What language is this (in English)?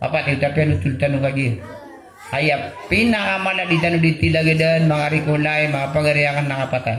Maranao